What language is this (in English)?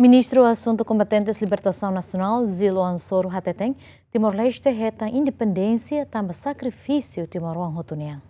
Tetum